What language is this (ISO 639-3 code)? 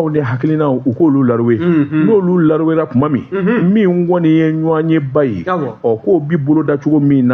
bam